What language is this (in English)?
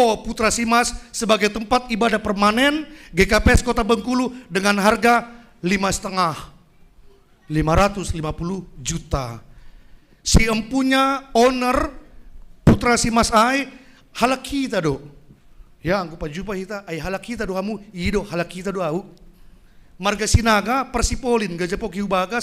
Batak Simalungun